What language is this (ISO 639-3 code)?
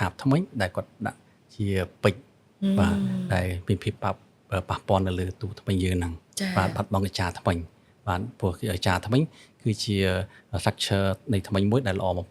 khm